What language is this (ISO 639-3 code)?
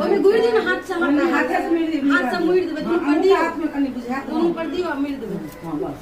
mai